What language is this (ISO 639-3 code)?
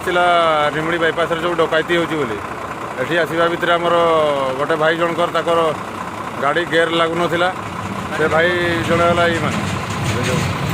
ori